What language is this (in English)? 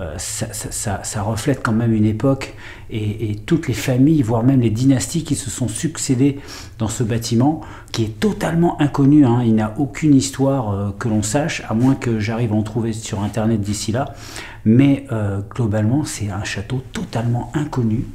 French